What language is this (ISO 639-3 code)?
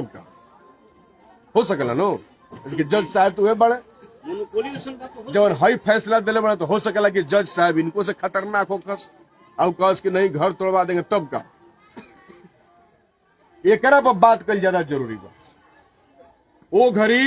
bho